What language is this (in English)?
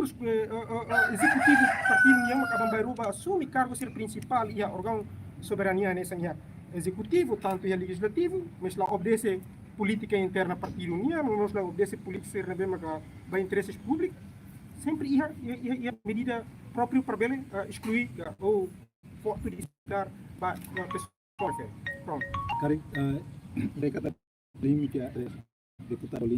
Tetum